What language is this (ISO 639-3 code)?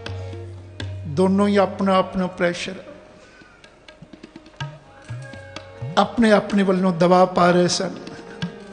pan